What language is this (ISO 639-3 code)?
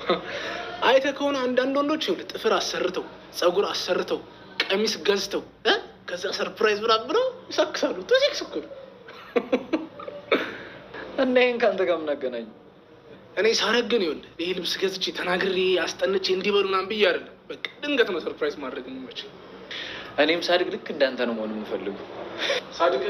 amh